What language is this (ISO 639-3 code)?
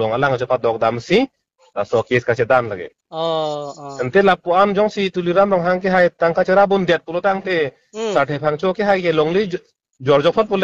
mjw